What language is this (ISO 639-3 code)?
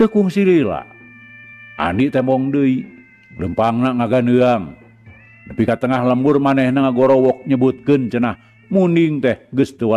sun